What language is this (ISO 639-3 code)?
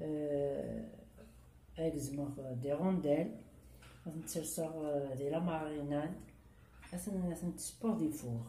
kab